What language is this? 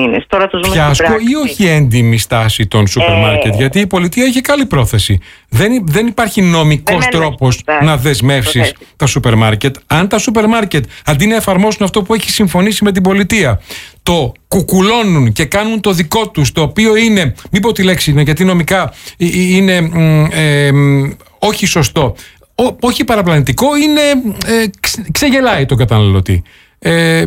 Greek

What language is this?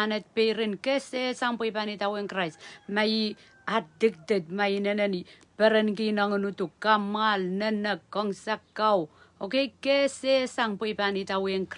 Pohnpeian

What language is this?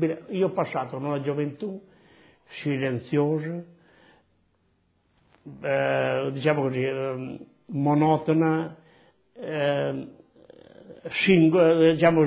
Italian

